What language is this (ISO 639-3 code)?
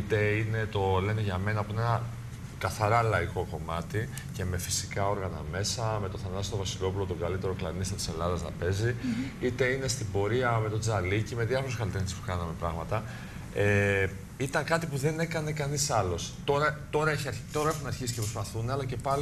ell